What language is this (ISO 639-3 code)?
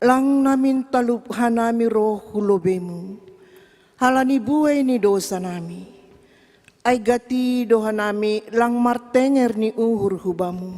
bts